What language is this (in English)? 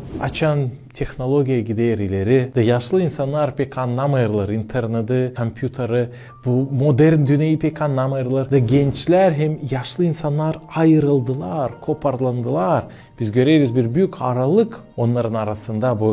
Gagauz